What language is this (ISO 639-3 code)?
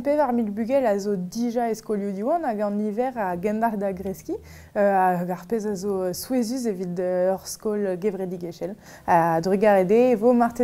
bre